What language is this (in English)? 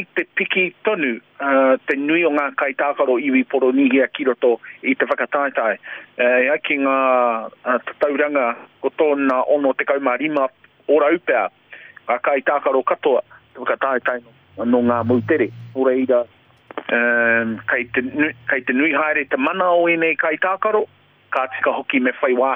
Māori